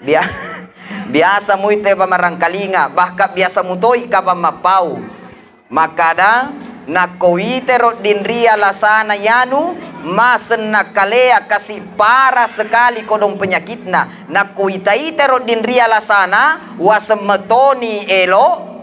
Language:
Buginese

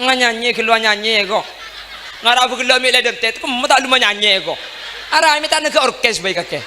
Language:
Madurese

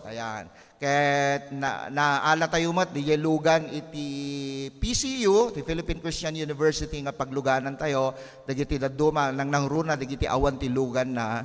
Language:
Iloko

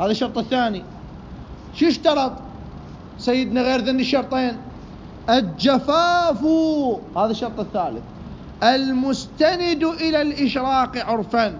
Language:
Mesopotamian Arabic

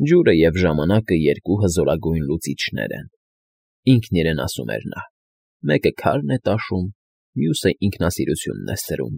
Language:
Armenian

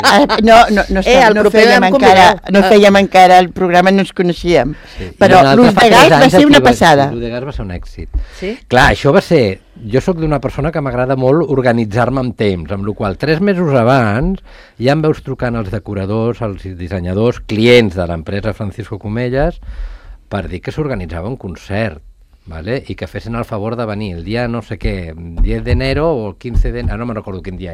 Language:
Catalan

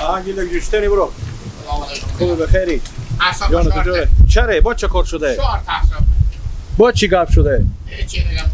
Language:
Hazaragi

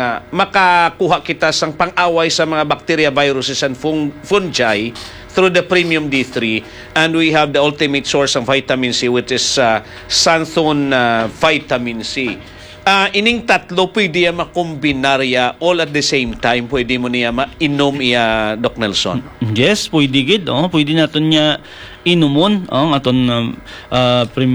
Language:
Hiligaynon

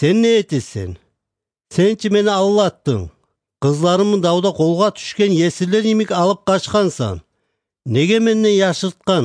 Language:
Kumyk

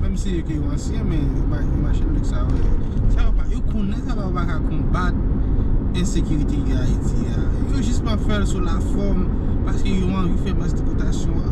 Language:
Haitian Creole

